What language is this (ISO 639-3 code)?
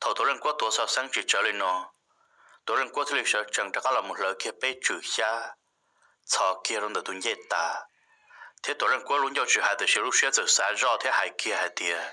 hmn